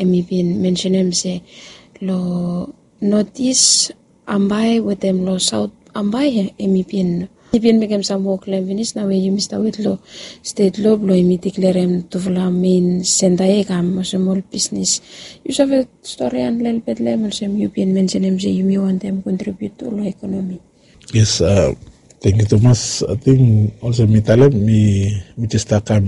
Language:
Bislama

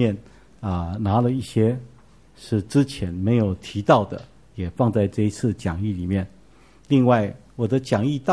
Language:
Chinese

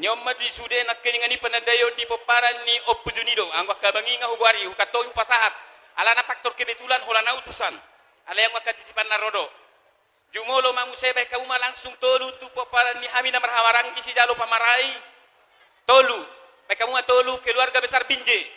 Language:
Batak Toba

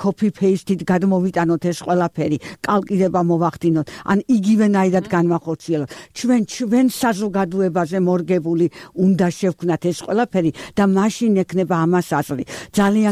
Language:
Georgian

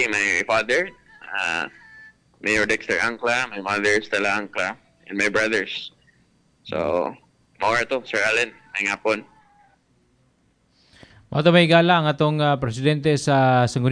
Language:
Cebuano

